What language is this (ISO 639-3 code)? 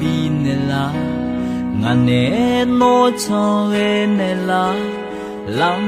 ahk